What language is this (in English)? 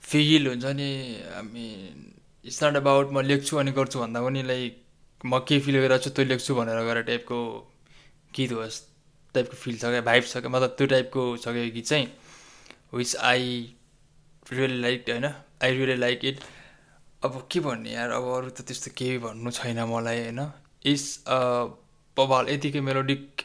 Nepali